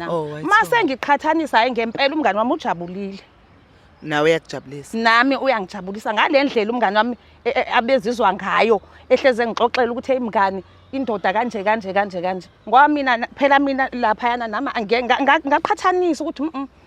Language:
Zulu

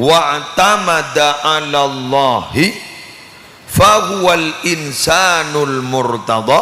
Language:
Madurese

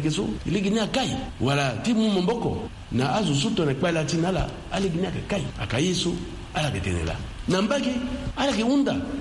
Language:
Sango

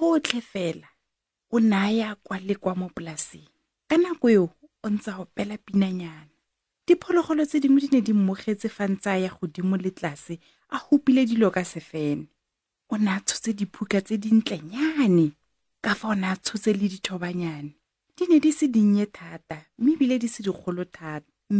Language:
Tswana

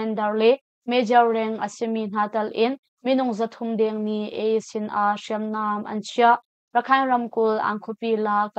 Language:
Hakha Chin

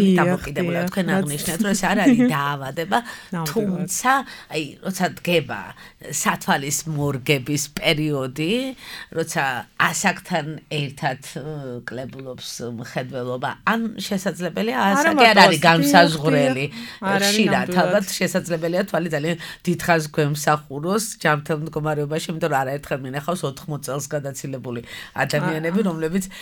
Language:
Georgian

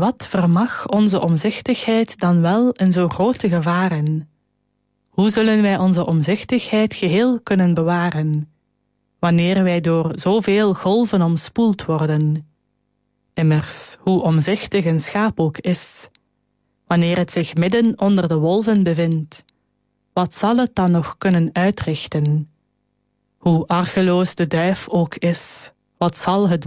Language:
Dutch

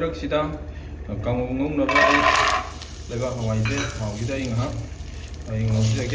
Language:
Manipuri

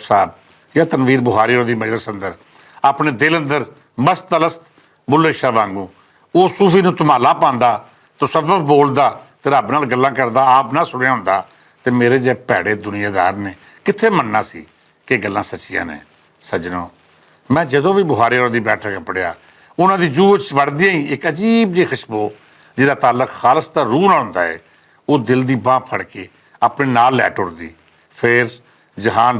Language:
Western Panjabi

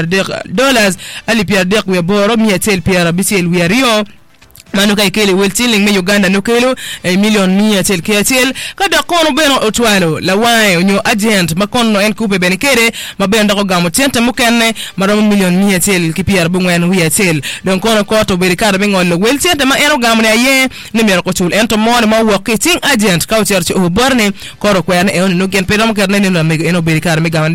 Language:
Acoli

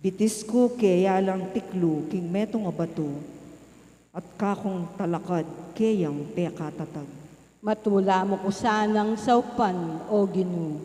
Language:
Pampanga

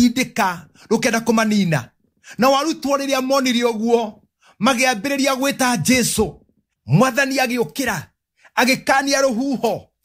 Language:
Kikuyu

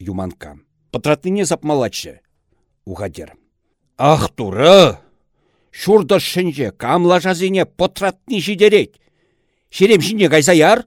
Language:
Chuvash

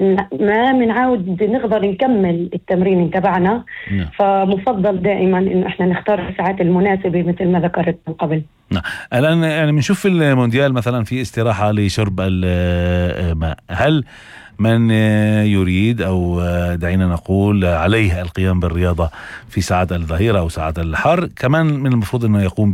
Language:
North Levantine Arabic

